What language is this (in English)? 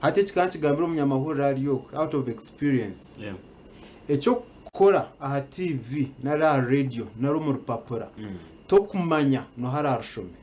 Nyankole